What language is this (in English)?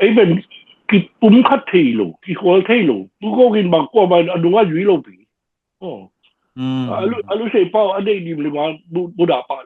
Tedim Chin